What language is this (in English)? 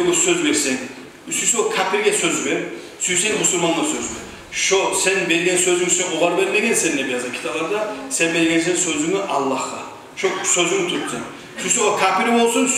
Kumyk